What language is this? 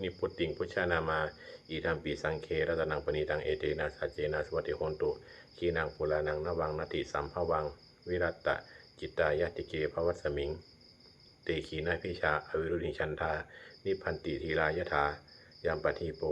Pali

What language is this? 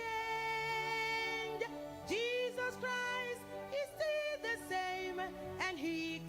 Ewe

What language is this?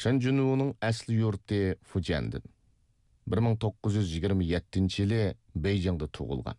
Uyghur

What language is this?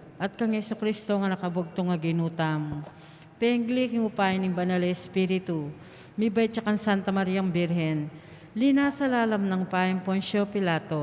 Pampanga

